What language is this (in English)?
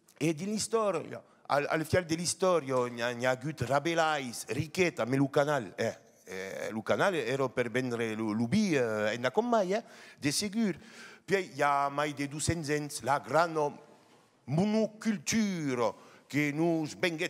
Occitan